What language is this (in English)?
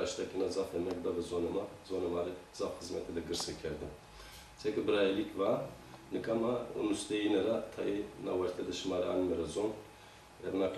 Zaza